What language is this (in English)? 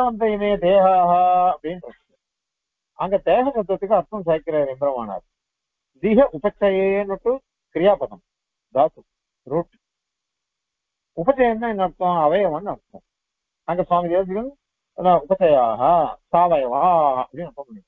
Tamil